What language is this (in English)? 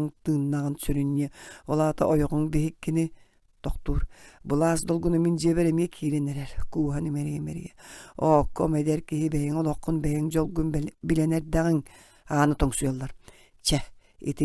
Yakut